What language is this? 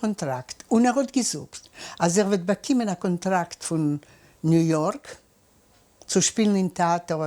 Yiddish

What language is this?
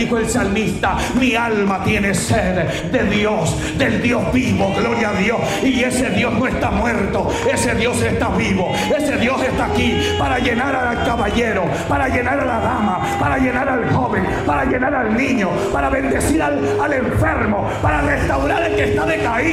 Spanish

